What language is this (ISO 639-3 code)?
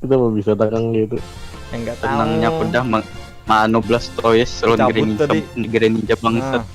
bjn